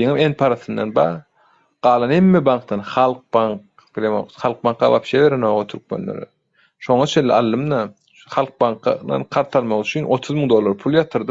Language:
Turkmen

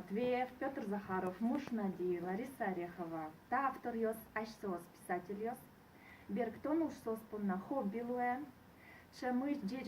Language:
Udmurt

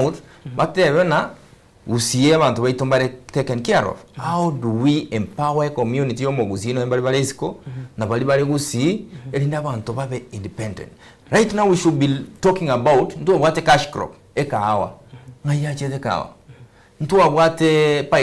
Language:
Gusii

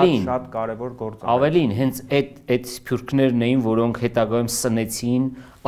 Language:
Armenian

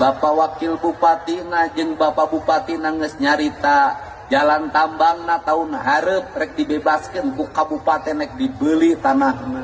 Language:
Sundanese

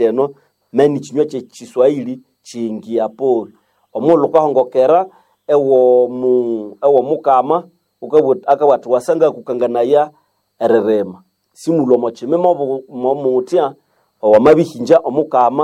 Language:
Nande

